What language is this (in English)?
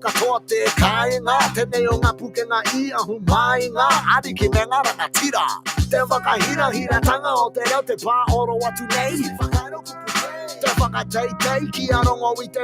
Māori